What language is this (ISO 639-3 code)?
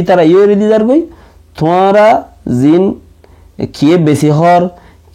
rhg